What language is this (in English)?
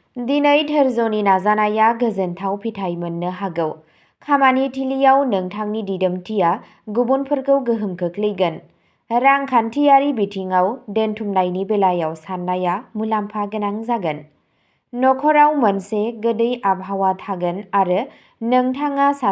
Bodo